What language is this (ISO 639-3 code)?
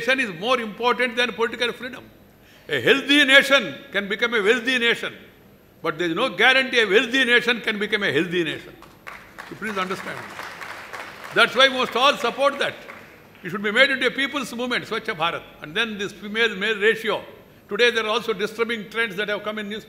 eng